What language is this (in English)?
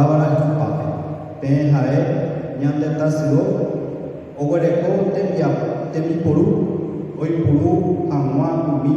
Guarani